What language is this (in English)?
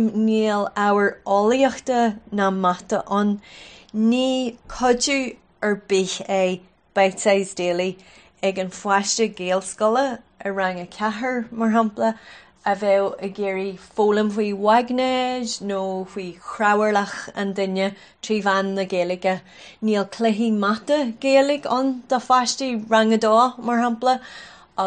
Irish